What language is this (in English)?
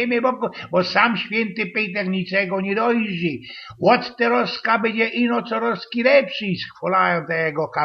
Silesian